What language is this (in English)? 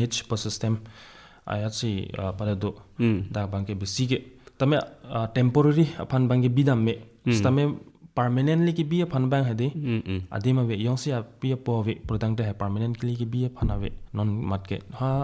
Karbi